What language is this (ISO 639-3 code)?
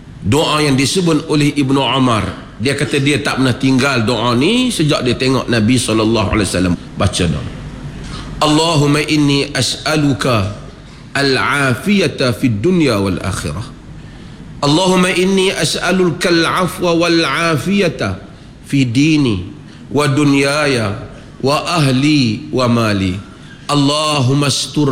msa